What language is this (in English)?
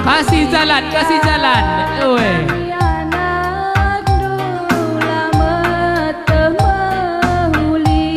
Batak Karo